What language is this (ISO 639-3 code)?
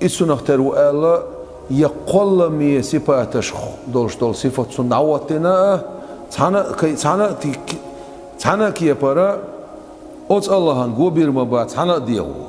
che